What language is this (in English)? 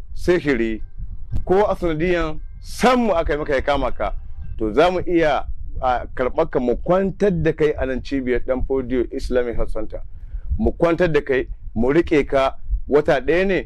Hausa